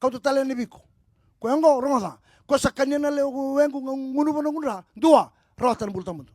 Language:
Fijian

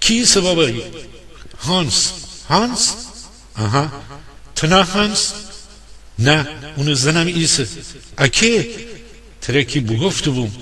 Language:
Gilaki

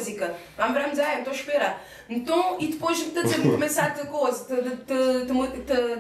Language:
Kabuverdianu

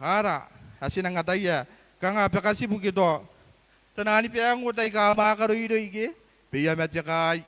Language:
Gilbertese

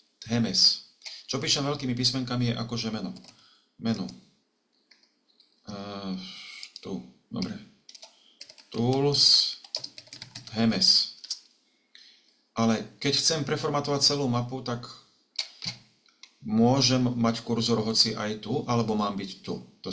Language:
Slovak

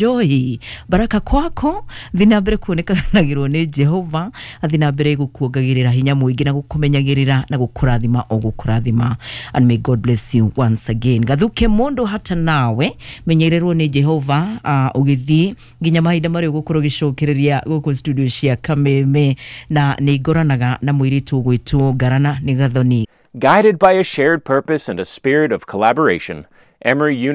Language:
Kikuyu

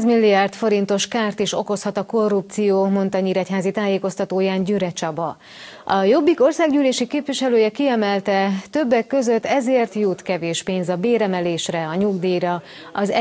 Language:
Hungarian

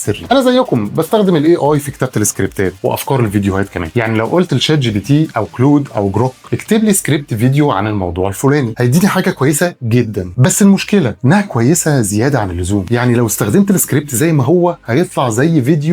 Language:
Egyptian Arabic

